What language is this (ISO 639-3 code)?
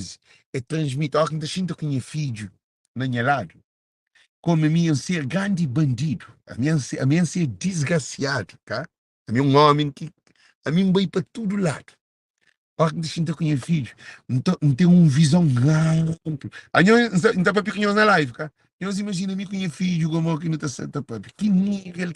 kea